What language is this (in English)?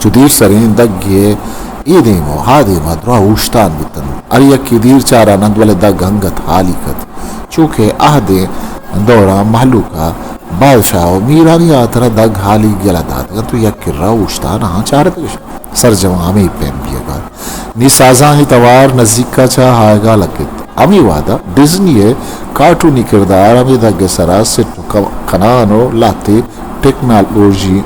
Eastern Balochi